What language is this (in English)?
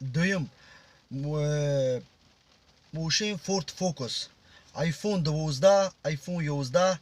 Tajik